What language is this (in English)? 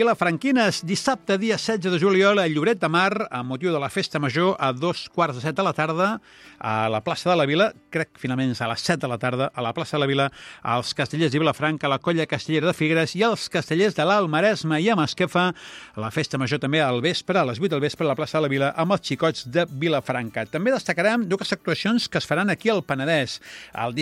Catalan